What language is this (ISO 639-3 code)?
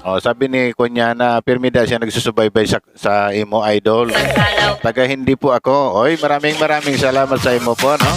bik